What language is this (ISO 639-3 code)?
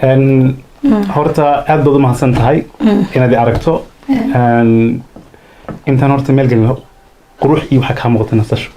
som